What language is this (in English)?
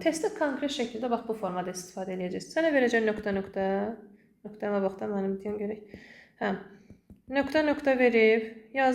Azerbaijani